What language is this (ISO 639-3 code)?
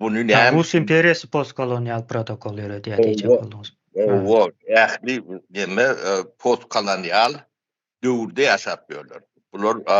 tuk